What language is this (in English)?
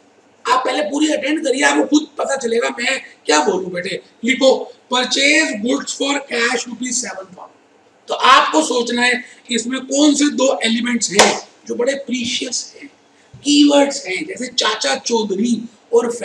Hindi